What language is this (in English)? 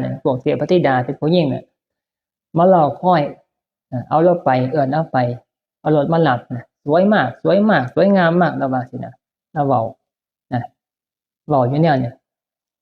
Northeastern Thai